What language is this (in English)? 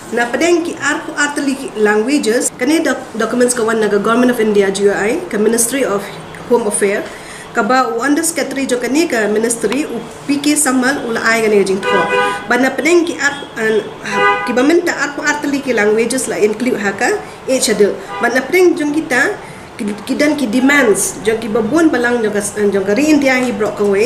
Khasi